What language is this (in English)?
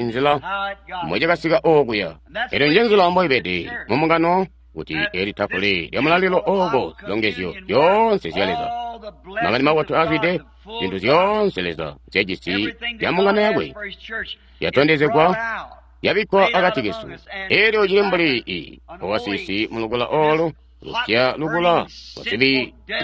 Tonga (Zambia)